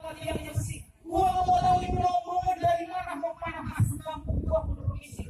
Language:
Betawi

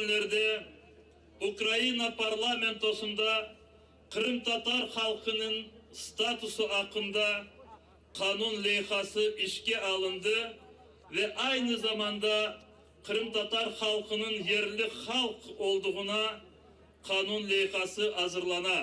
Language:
Crimean Tatar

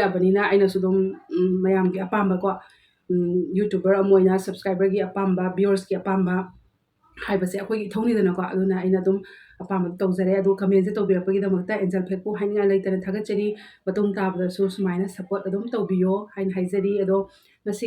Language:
Manipuri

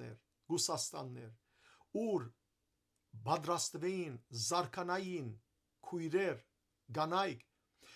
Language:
Western Armenian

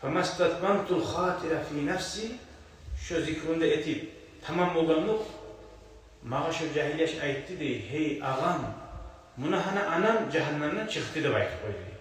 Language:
Kumyk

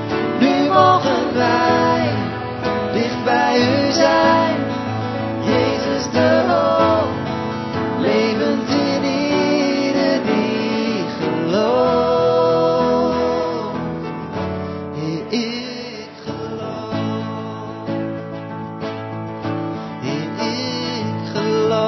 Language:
Dutch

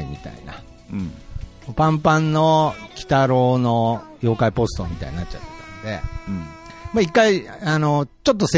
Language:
Japanese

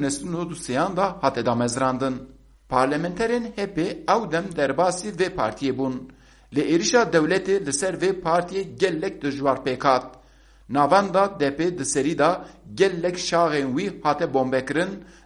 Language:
Kurdish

